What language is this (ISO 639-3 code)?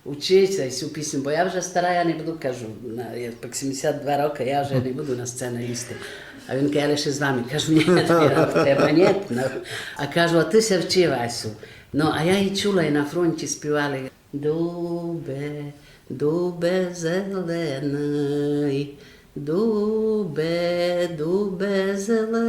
rue